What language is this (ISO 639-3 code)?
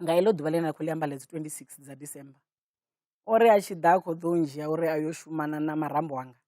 ven